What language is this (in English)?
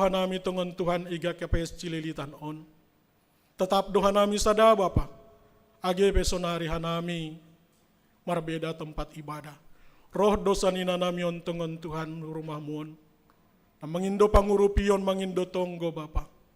Batak Simalungun